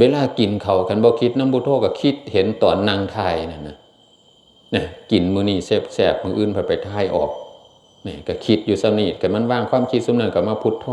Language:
Northeastern Thai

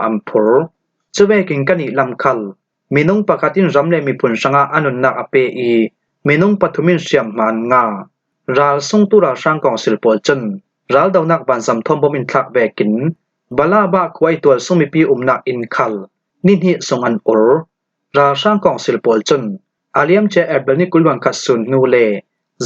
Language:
Falam Chin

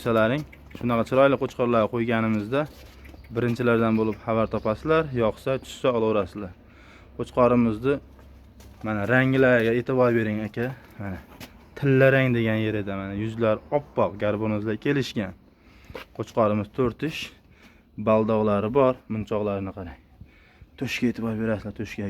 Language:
Uzbek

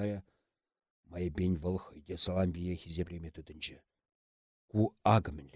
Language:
Chuvash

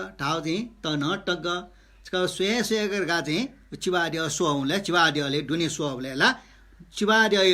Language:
Newari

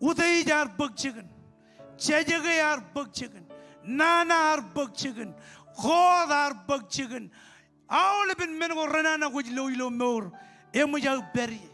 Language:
Marshallese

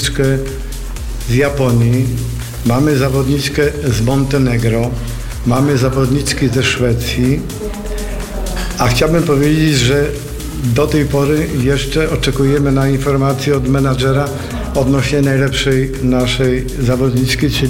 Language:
Polish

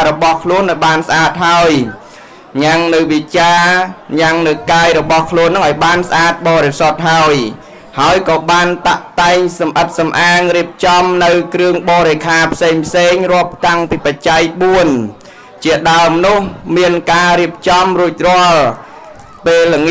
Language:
Khmer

